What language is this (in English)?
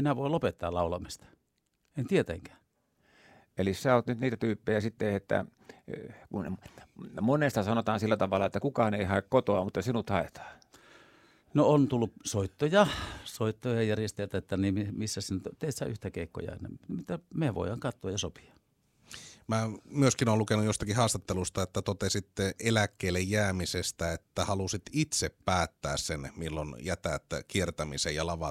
Finnish